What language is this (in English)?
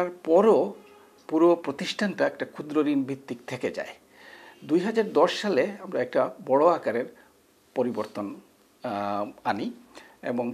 Bangla